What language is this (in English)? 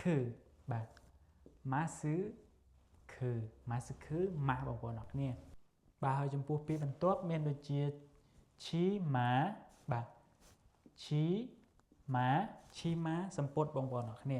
Khmer